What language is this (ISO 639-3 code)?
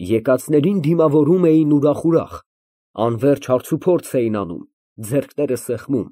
hye